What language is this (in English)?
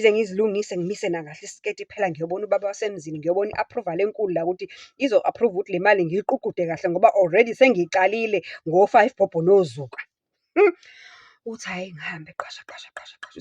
Zulu